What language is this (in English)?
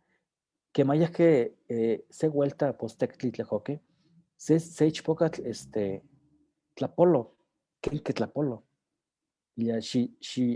Eastern Huasteca Nahuatl